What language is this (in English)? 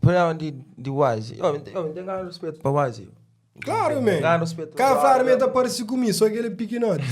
Kabuverdianu